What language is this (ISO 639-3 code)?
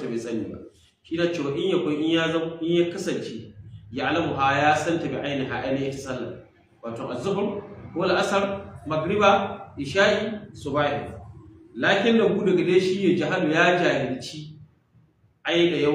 hau